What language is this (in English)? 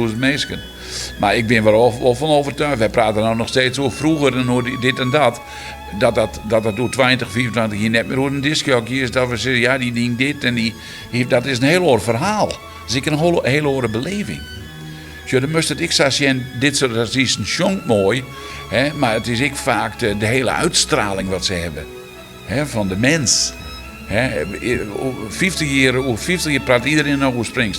Western Frisian